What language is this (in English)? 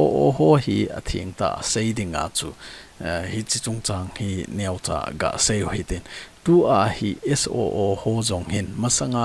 Thado Chin